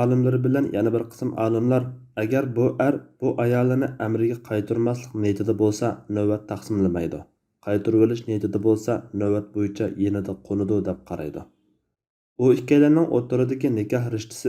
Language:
Uyghur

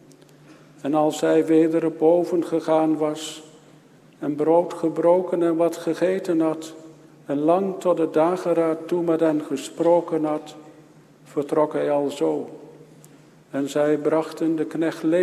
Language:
Dutch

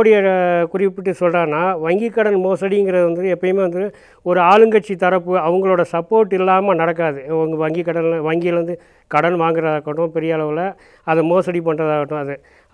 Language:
Tamil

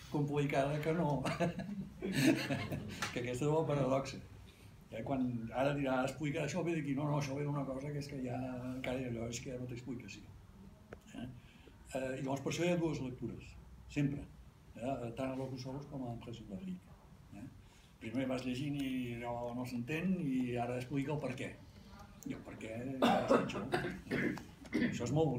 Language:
Catalan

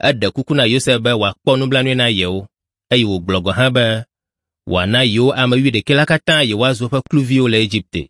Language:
Ewe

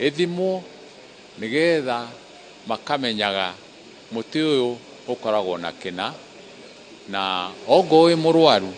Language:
Kikuyu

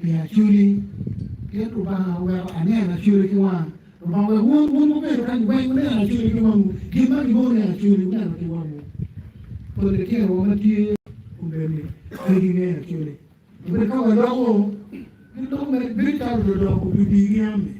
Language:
Acoli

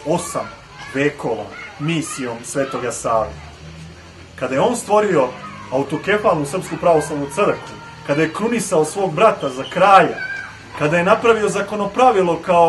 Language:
Serbian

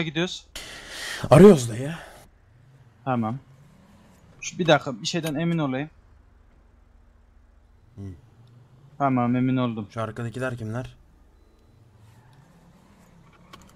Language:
Turkish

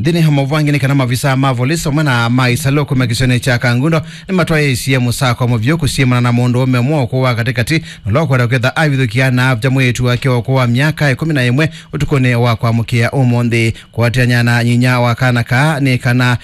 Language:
Kamba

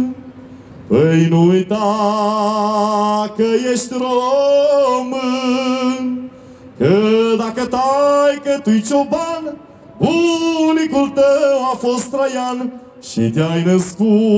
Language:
Romanian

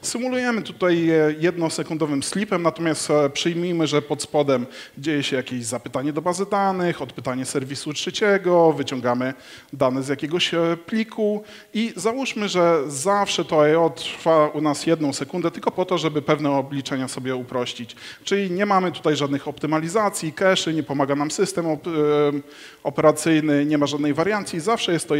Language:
Polish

